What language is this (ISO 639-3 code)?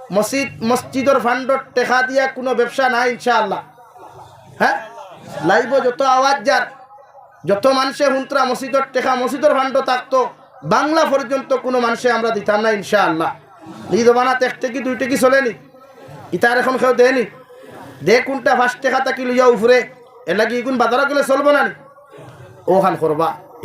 syl